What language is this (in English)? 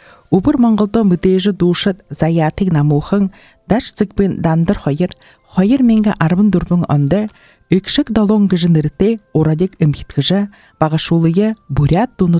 Buriat